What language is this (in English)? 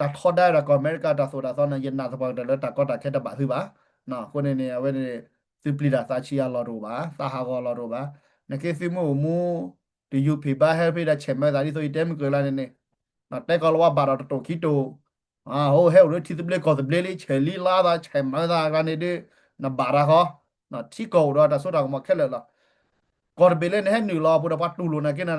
S'gaw Karen